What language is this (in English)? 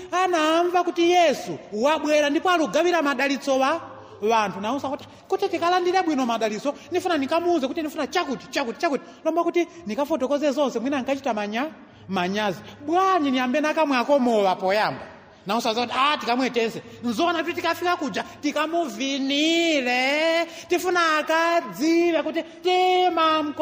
Nyanja